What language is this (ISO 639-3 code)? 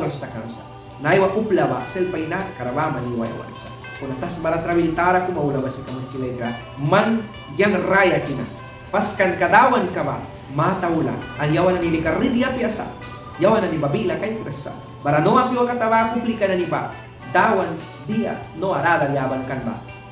miq